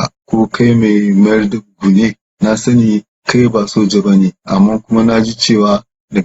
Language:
Hausa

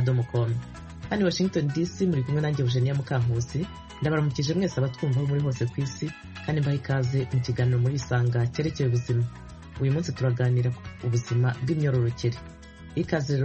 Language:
Kinyarwanda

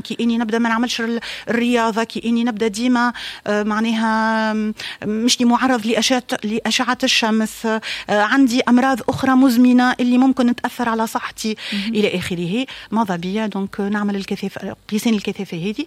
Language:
Tunisian Arabic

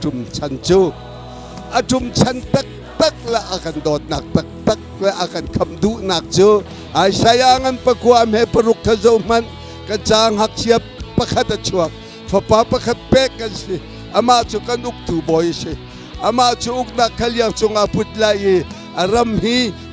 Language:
Hakha Chin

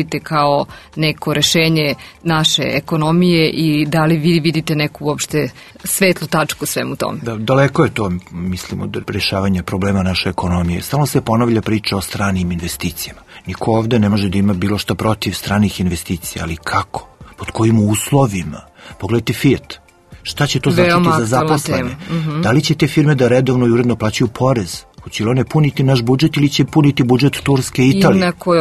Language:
Serbian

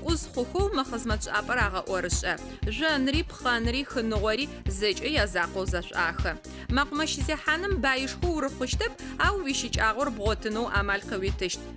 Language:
Adyghe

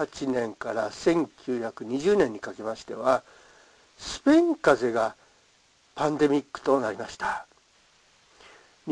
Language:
Japanese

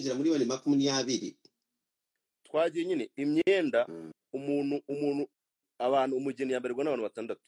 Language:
Kinyarwanda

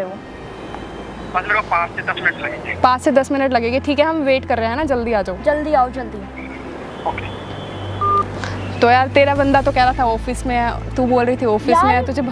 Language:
Hindi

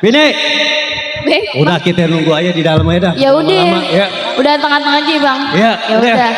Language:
Betawi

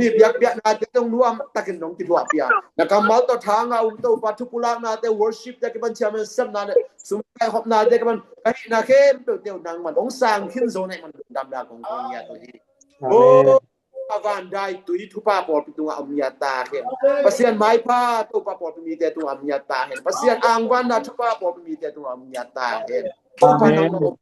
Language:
Tedim Chin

